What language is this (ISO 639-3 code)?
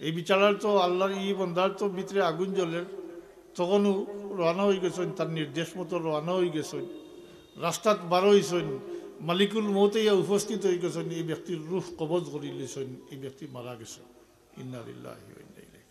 syl